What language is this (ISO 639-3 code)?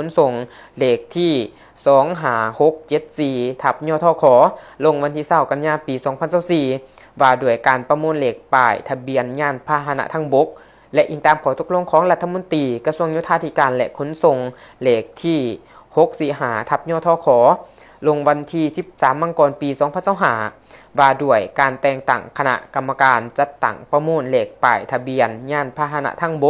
lao